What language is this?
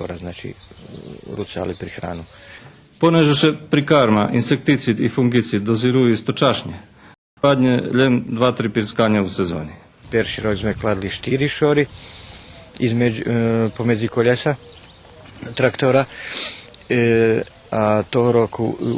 Rusyn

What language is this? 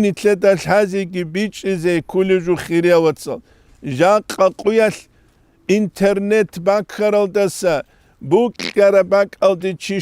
Avaric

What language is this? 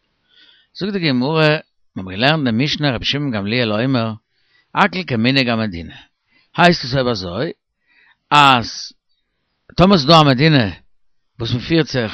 Yiddish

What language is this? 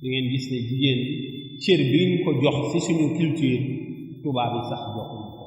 Wolof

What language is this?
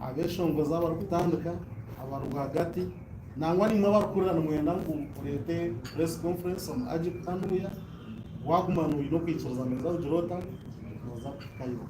Nyankole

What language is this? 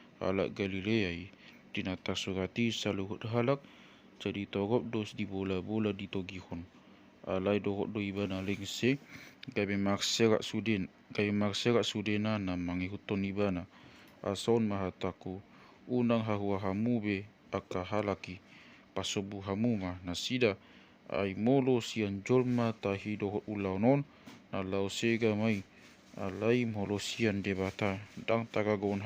Batak Toba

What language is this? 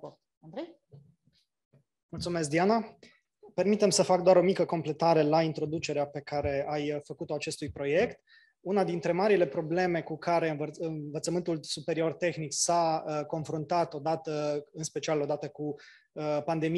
Romanian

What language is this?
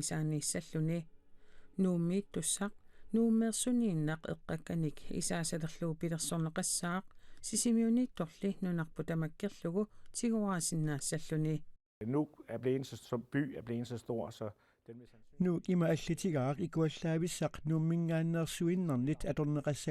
Kalaallisut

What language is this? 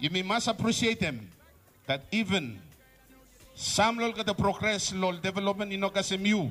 Bislama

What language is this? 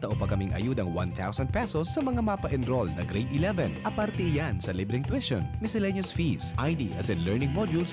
Bikol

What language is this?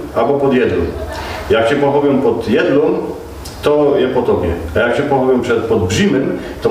Silesian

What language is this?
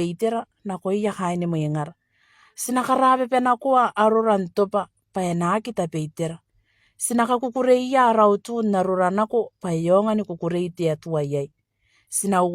Gilbertese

